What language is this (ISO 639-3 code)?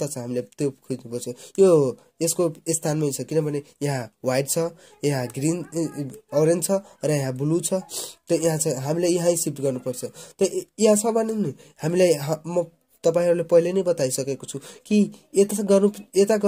nep